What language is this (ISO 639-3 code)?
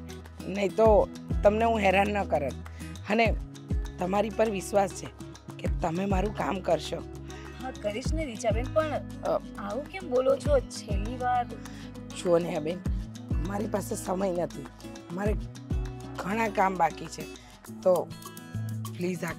guj